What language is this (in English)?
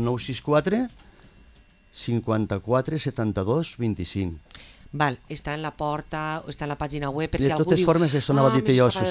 Catalan